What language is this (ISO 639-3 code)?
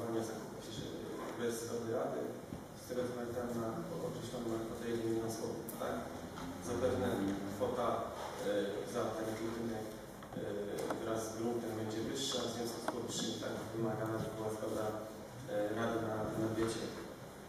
pol